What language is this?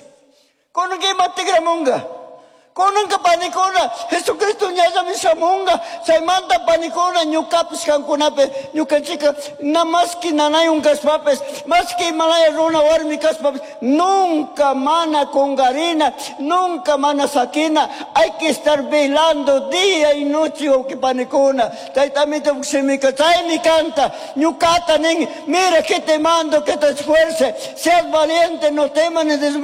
Chimborazo Highland Quichua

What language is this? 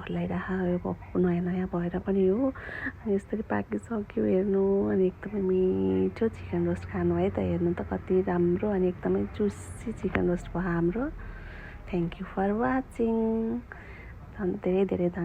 Nepali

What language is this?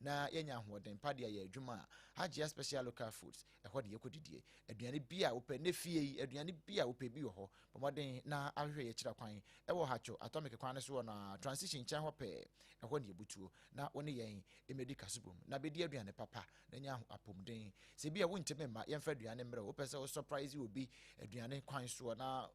Akan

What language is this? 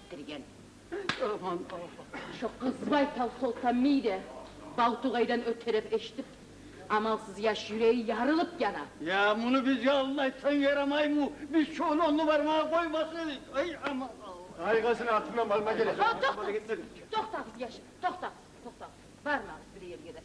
Kumyk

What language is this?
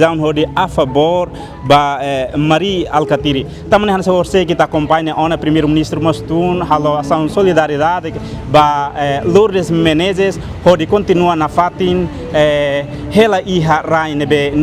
Tetum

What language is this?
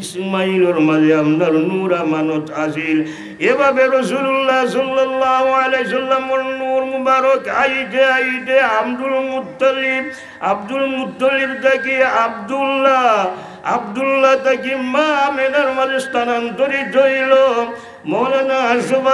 Sylheti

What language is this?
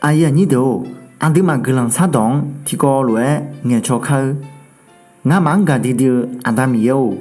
Akha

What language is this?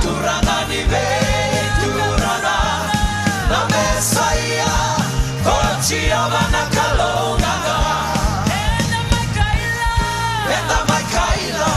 Fijian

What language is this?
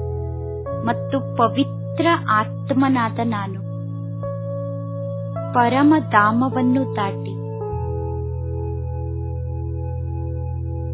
Kannada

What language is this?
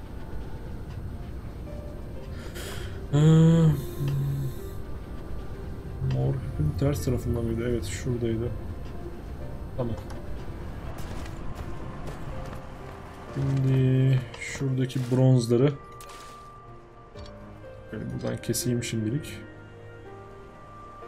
Turkish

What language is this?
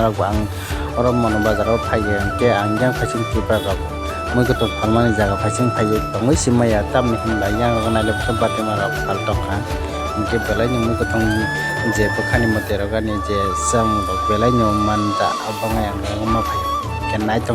Kok Borok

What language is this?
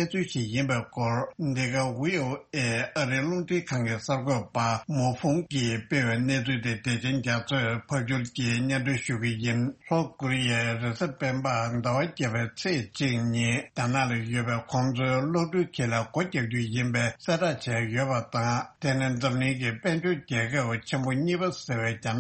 Tibetan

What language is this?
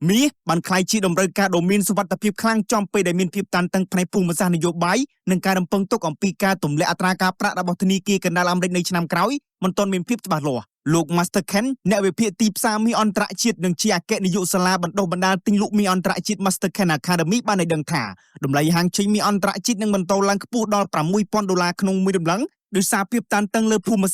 Khmer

